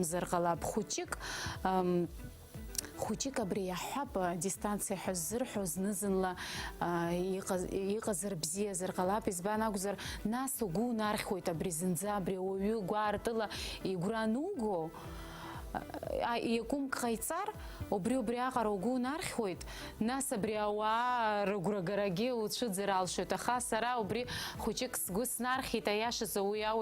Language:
Abkhazian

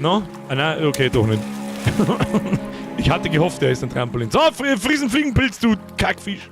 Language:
Bavarian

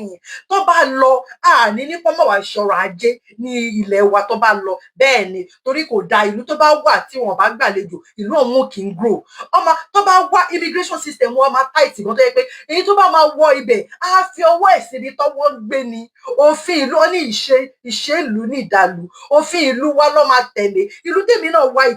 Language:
Yoruba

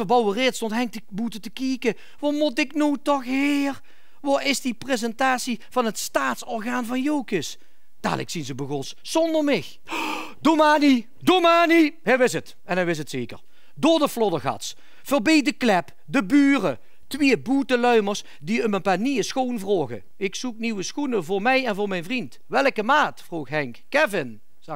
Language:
Limburgish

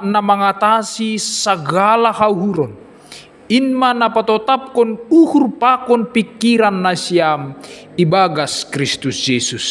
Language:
Batak Simalungun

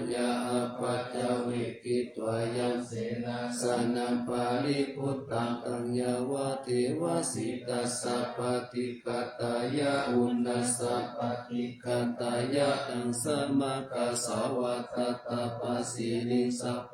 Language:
Pali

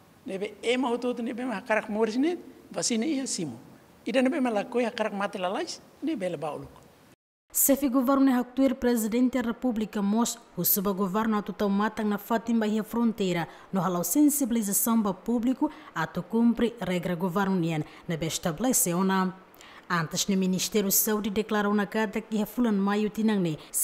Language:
Tetum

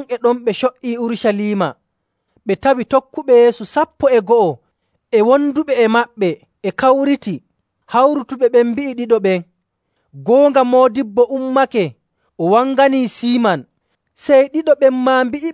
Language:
Nigerian Fulfulde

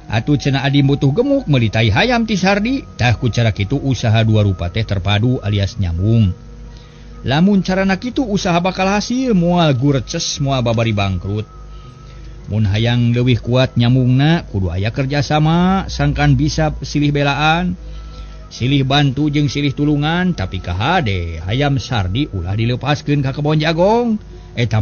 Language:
Sundanese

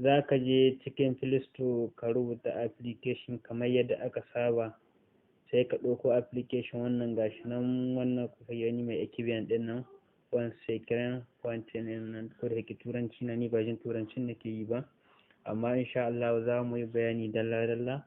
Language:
Hausa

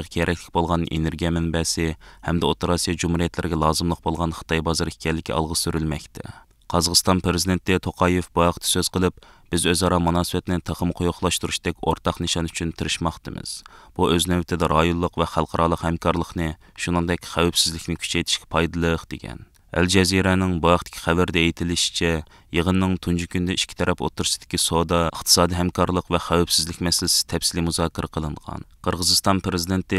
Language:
Uyghur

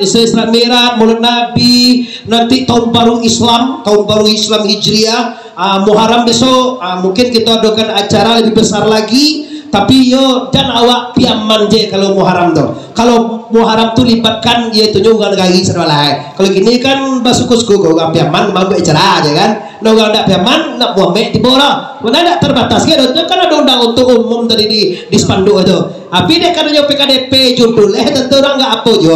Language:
Minangkabau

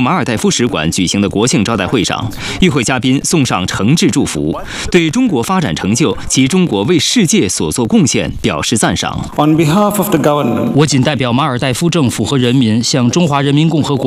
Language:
Chinese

